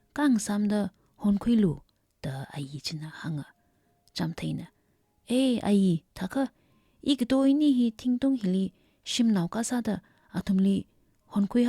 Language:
Tangkhul Naga (India)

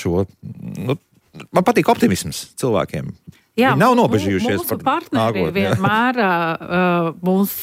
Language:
Latvian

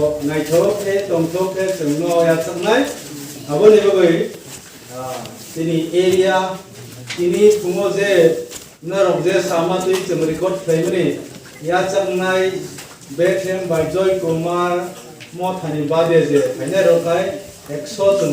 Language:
Kok Borok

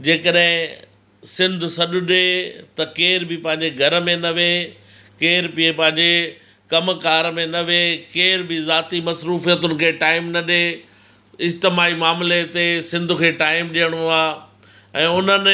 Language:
Sindhi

